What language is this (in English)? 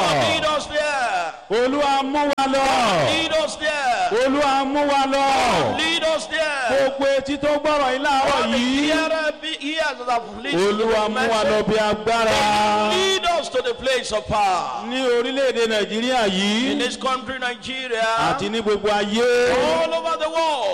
Yoruba